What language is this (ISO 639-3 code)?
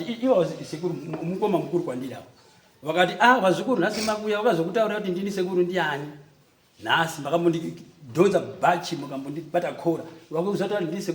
sna